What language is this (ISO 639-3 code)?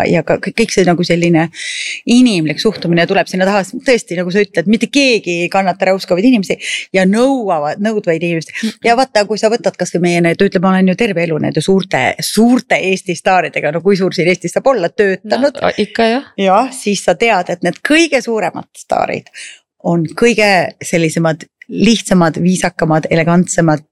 est